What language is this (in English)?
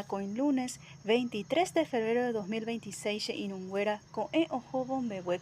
Guarani